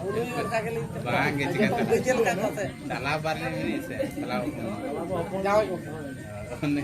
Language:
Santali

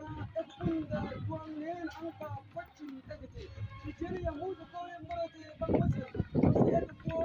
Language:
Mabaan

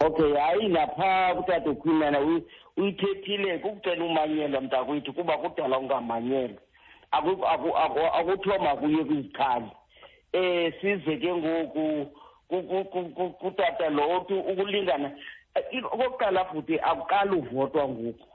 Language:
Xhosa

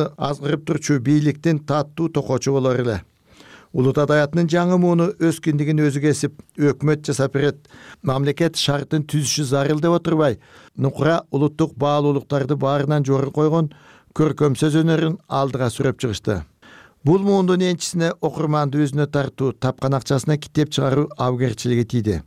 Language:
Kyrgyz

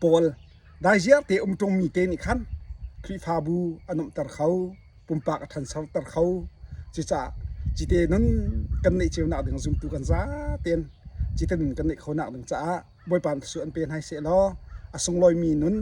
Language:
Hakha Chin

